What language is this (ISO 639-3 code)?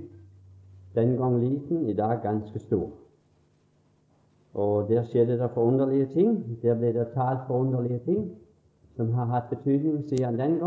nor